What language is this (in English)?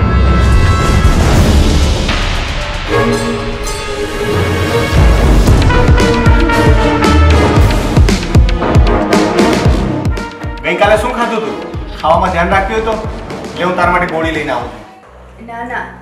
Gujarati